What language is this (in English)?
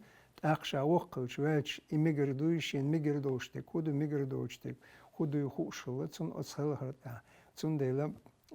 Chechen